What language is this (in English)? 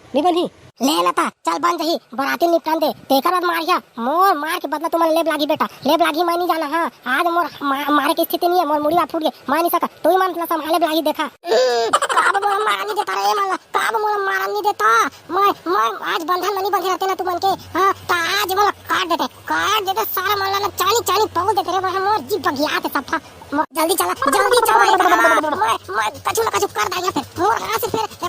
Chhattisgarhi